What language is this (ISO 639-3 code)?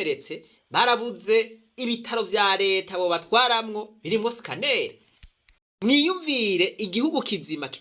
run